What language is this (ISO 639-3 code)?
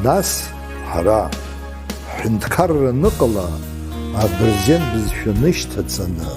abk